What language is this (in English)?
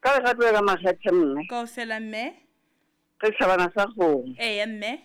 Southern Sotho